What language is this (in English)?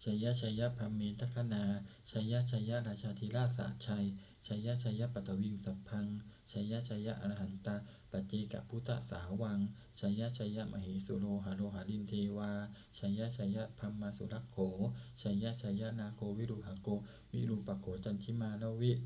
Pali